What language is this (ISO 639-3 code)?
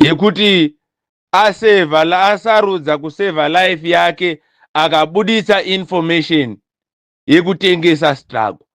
sna